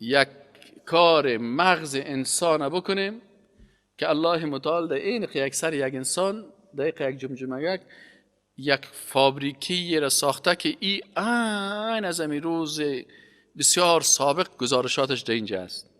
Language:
Persian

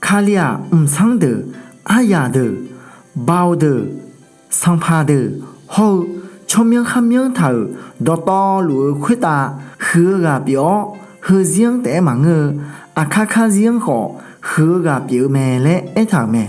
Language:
Akha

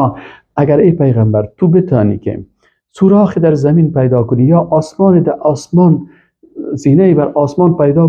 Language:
Persian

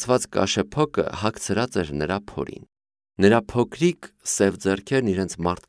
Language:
Armenian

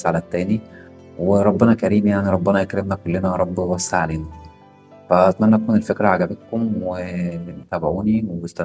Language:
Egyptian Arabic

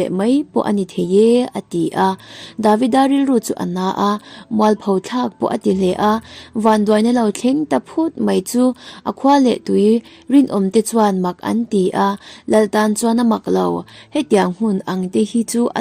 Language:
Mizo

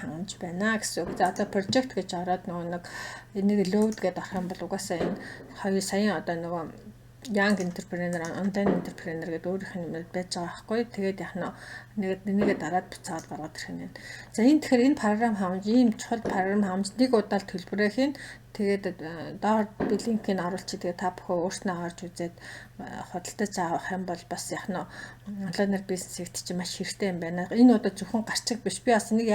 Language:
Mongolian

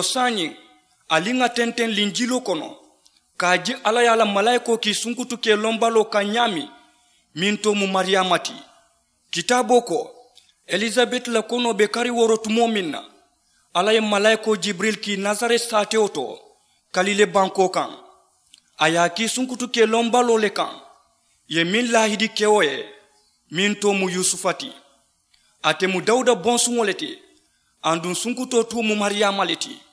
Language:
Mandingo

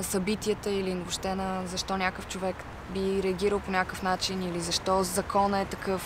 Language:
Bulgarian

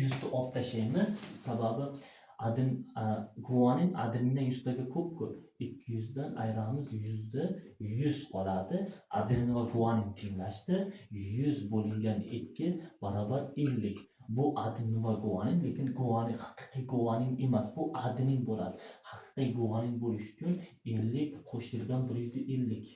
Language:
Uzbek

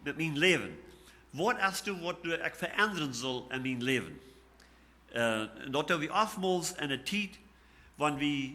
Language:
Plautdietsch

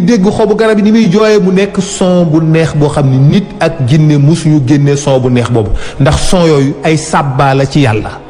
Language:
Wolof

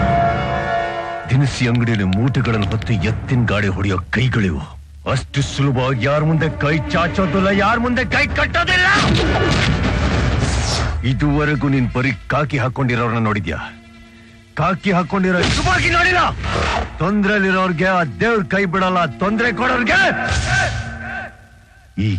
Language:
Kannada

